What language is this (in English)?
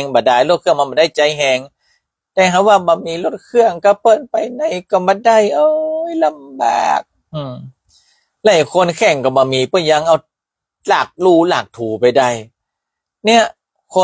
Northern Thai